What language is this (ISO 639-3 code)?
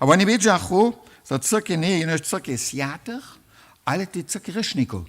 hsb